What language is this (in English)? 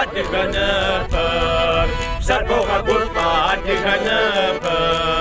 Kabardian